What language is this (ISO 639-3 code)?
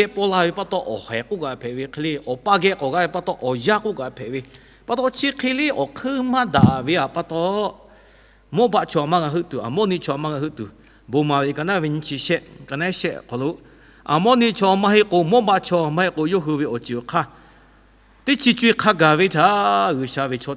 lhu